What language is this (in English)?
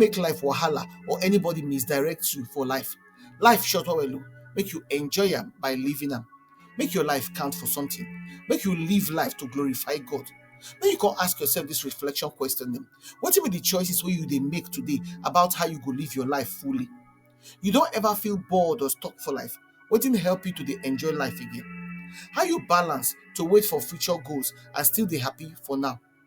Nigerian Pidgin